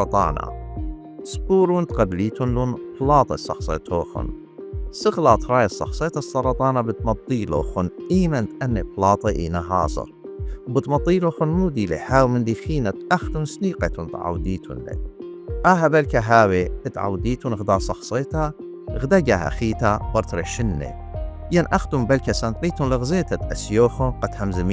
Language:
Assyrian Neo-Aramaic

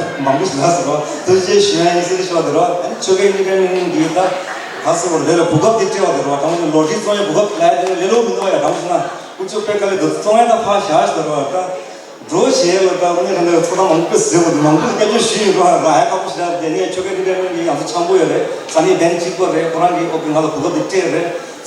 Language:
Tibetan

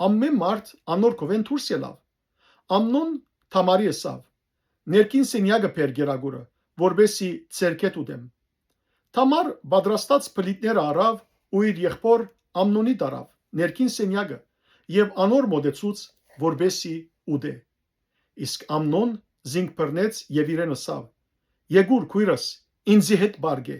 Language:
Western Armenian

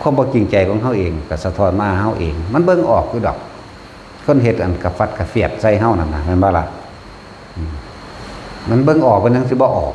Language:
Northeastern Thai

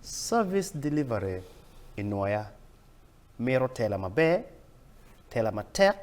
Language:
Acoli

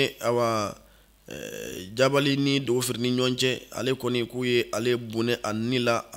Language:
Bambara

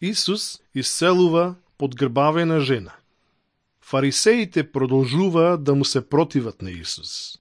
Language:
Macedonian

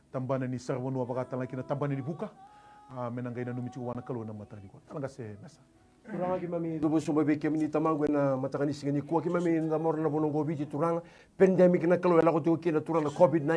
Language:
Fijian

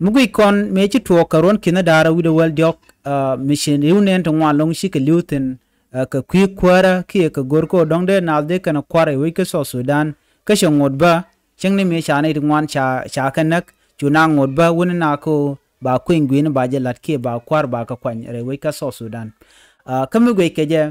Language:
Nuer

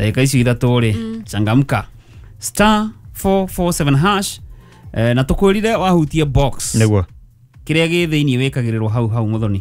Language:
Kikuyu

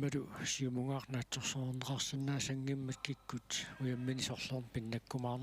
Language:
Kalaallisut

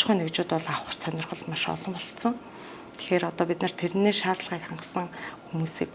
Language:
Mongolian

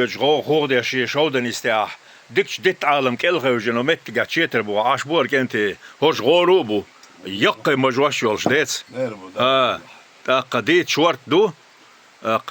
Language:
Chechen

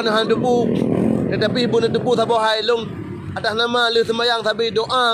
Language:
Achinese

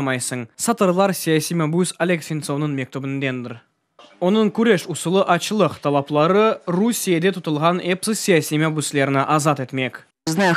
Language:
Crimean Tatar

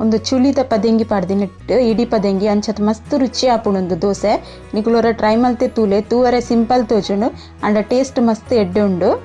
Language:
Tulu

